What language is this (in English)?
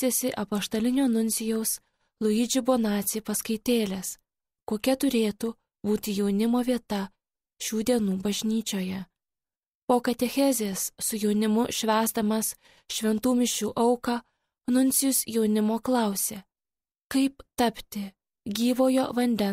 Lithuanian